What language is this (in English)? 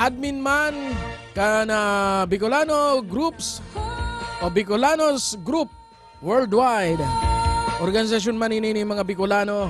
Bikol